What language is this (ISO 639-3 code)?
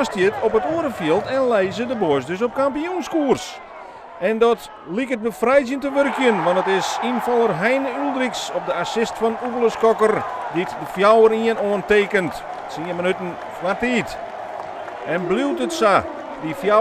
fry